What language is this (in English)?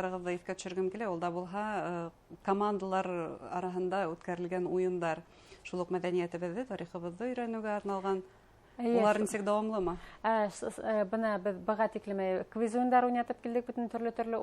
Bashkir